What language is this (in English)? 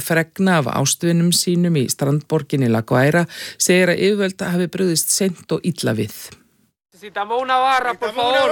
Icelandic